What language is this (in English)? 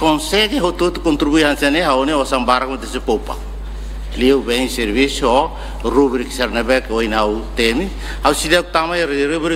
Tetum